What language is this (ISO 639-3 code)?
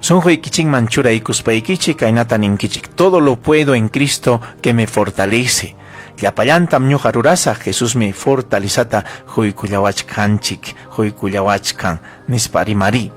quy